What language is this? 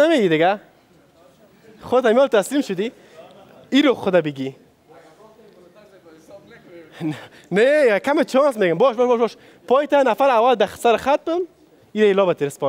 Persian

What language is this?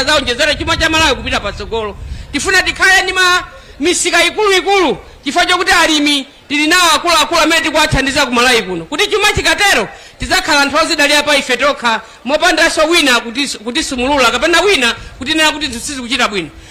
Nyanja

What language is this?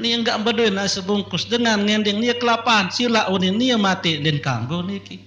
Sasak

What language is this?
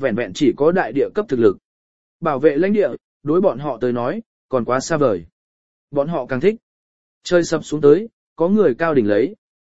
Vietnamese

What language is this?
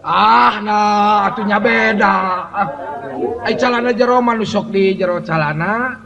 Sundanese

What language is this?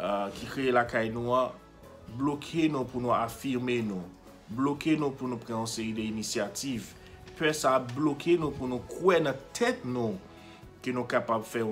Haitian Creole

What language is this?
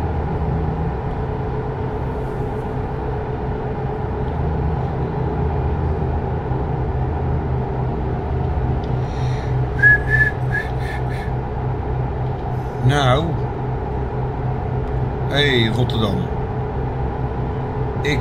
Dutch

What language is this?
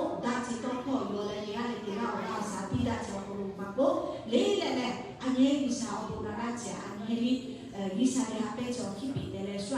Lahu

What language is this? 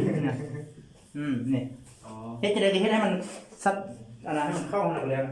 Lao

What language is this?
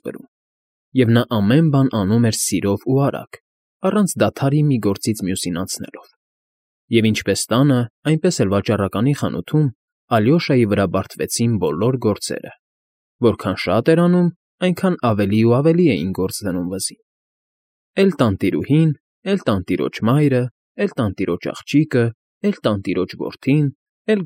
Armenian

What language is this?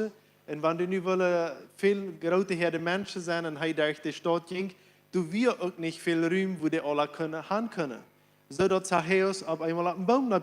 Plautdietsch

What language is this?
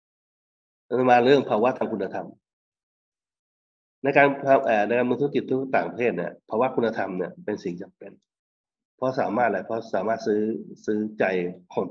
Thai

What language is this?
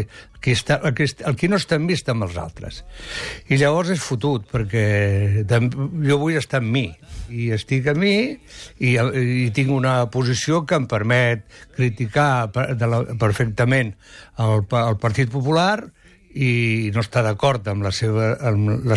Catalan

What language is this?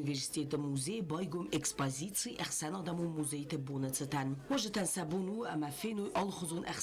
Ossetic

